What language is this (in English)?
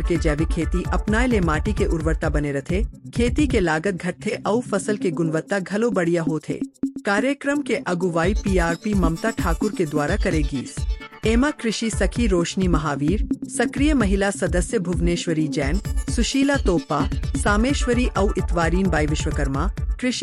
Chhattisgarhi